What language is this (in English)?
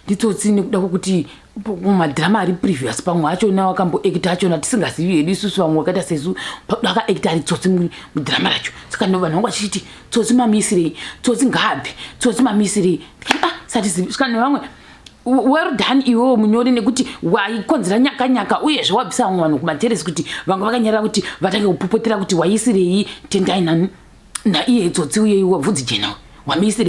Shona